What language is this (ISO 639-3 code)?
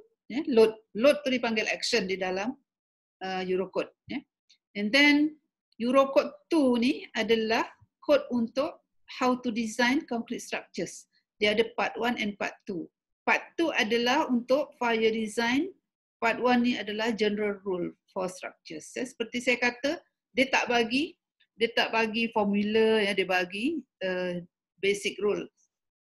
msa